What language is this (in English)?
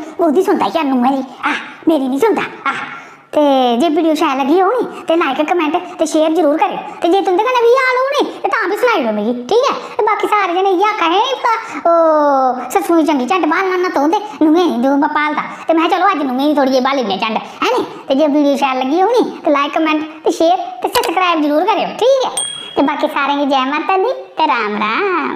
Dogri